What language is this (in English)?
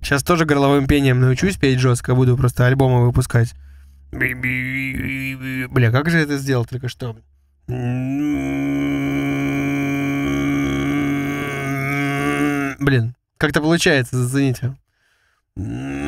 Russian